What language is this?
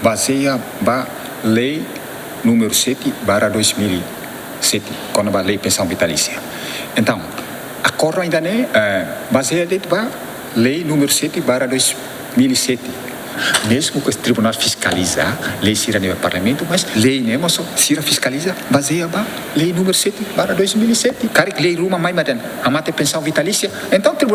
Tetum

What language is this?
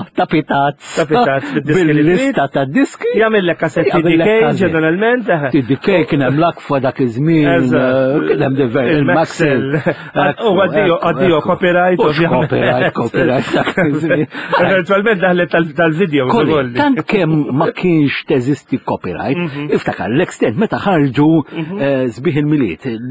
Maltese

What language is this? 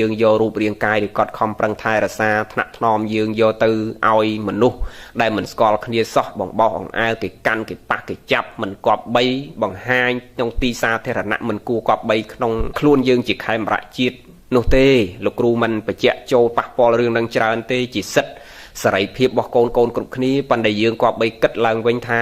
Khmer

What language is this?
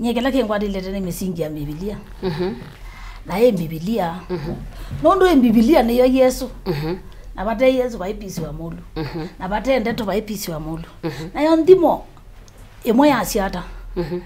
Kamba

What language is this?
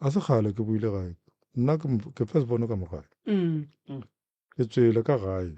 Northern Sotho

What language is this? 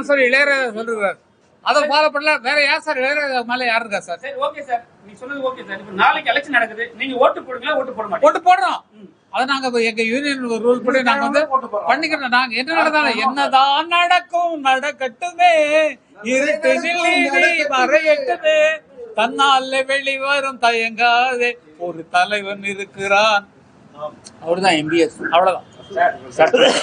Tamil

